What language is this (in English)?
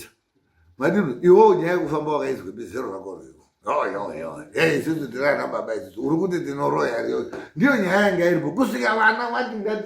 Shona